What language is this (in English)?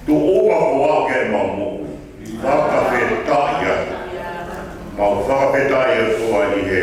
Tongan